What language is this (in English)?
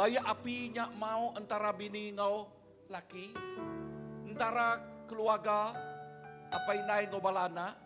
Iban